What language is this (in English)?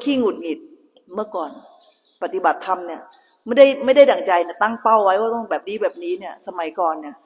Thai